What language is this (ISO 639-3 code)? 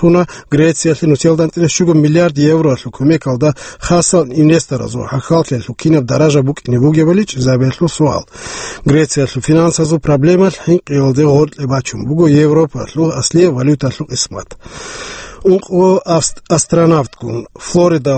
ava